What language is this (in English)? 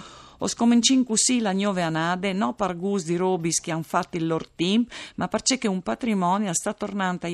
Friulian